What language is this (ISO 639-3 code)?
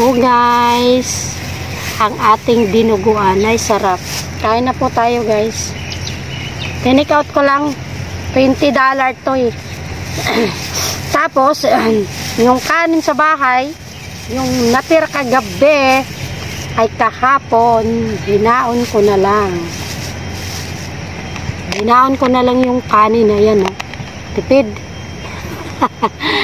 fil